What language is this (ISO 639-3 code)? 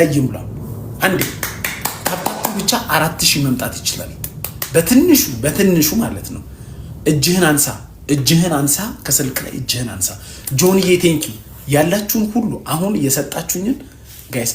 amh